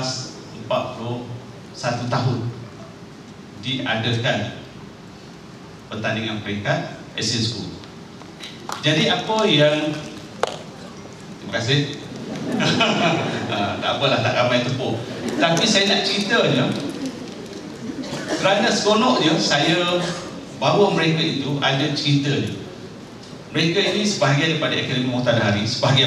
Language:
Malay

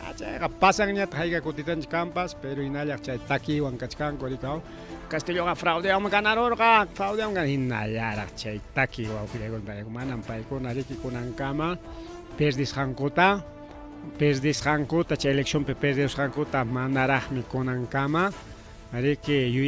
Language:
Ayacucho Quechua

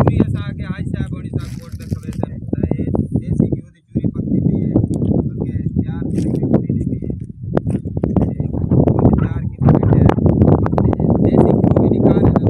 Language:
Saraiki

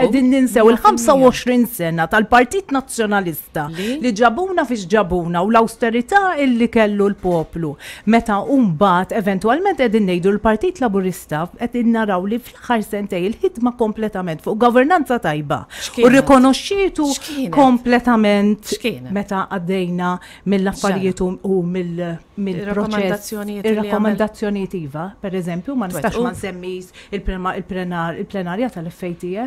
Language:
Maltese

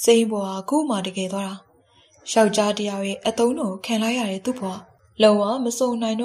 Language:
Burmese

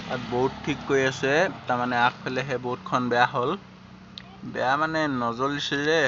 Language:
Assamese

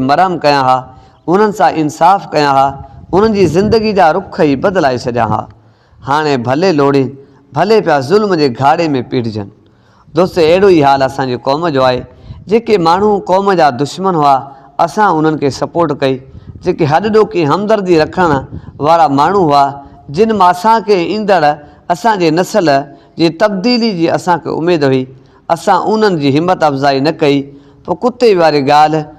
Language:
Sindhi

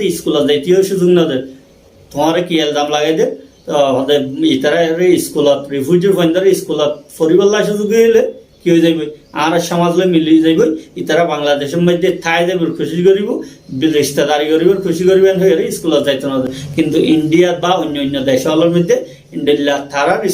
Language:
Rohingya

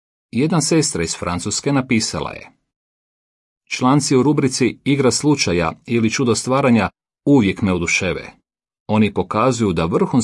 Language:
Croatian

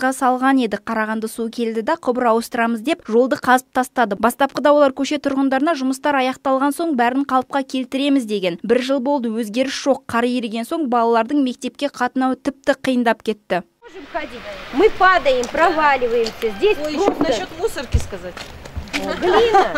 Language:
Kazakh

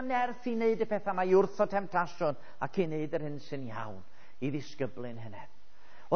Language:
Welsh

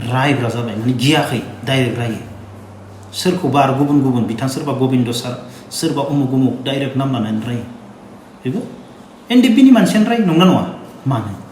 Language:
Bodo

